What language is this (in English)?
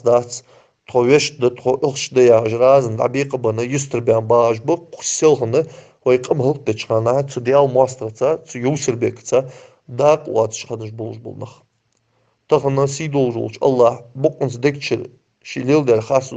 Ingush